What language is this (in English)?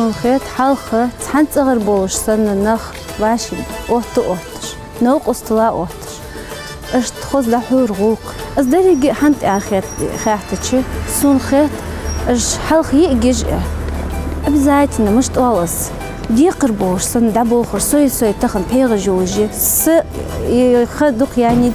Ingush